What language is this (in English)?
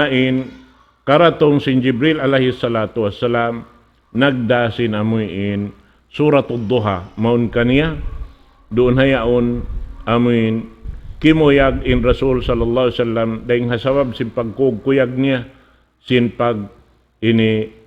Tausug